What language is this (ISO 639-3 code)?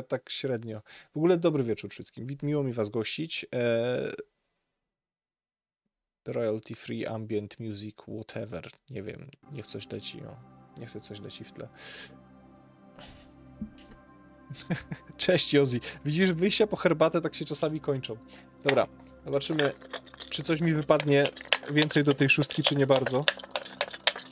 pol